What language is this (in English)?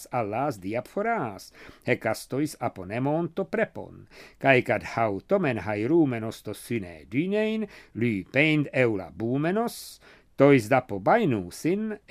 Ancient Greek